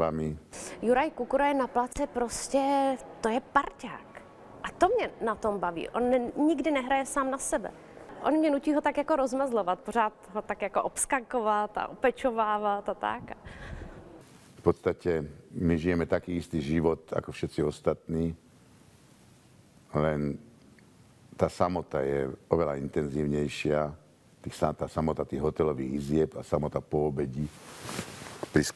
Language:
Slovak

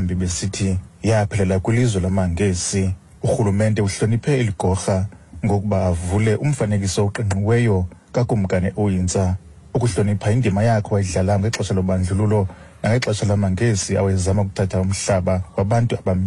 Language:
Xhosa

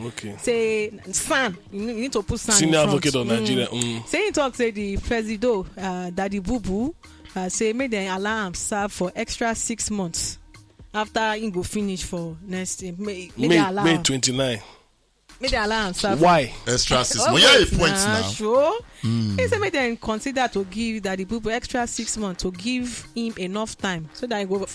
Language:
Nigerian Pidgin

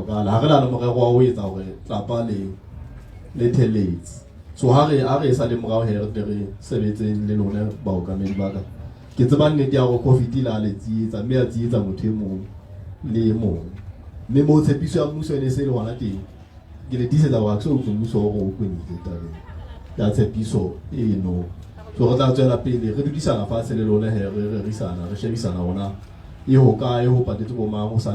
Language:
Southern Sotho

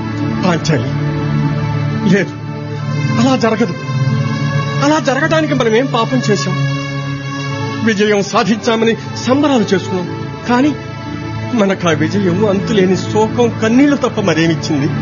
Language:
Telugu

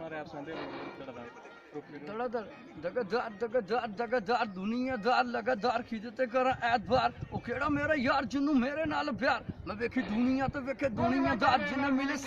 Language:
Dogri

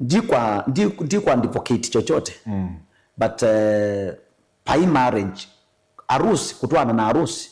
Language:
Kamba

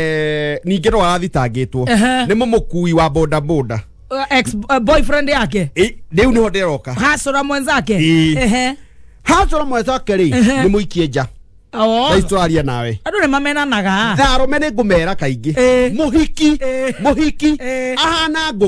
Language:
Kikuyu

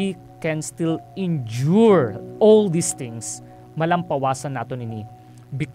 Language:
Hiligaynon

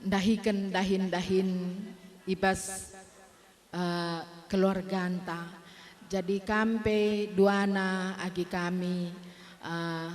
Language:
Batak Karo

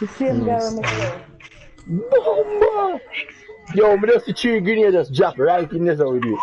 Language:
Jamaican Creole English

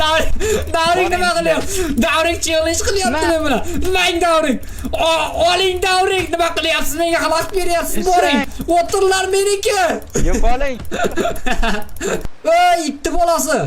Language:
Uzbek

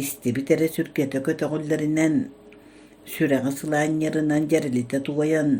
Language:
Yakut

